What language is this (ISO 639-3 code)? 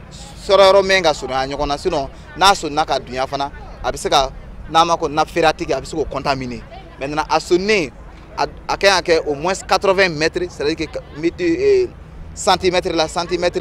bam